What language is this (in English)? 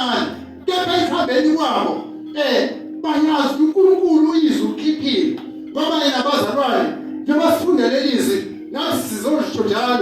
Zulu